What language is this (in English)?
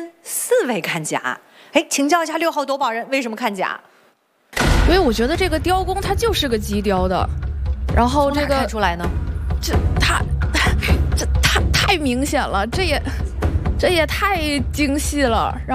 Chinese